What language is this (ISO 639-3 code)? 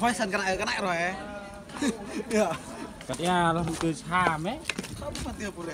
cmo